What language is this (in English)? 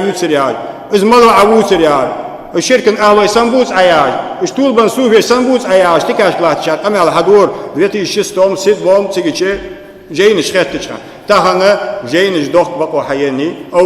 Ingush